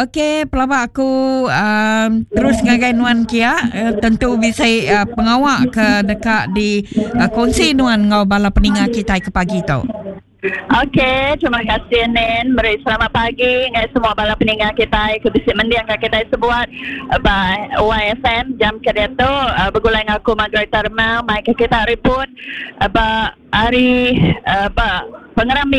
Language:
Iban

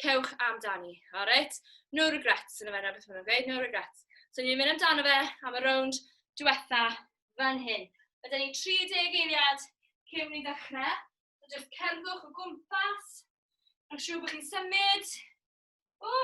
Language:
Welsh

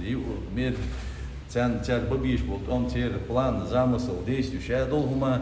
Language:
Chechen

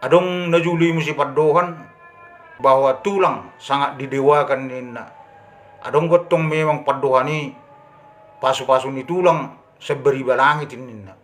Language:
Batak Toba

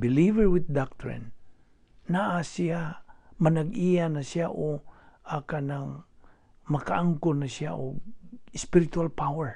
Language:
Cebuano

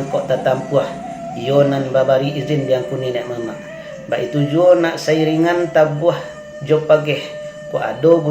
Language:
Minangkabau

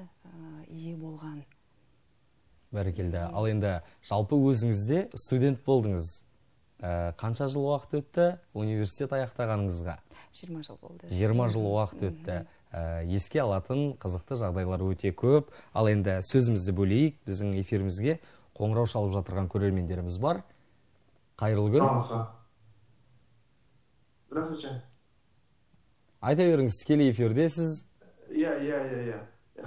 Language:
Kazakh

